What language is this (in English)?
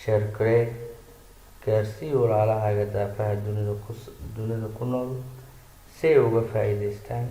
Somali